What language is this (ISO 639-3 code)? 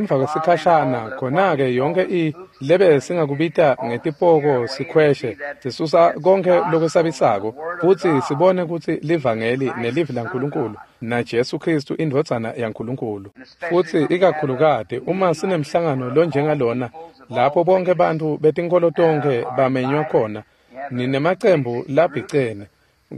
ssw